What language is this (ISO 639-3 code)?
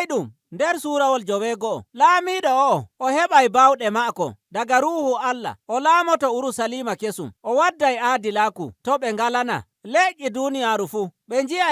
fuv